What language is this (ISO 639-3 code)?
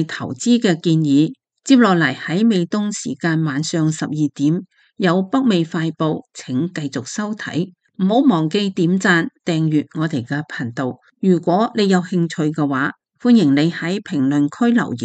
yue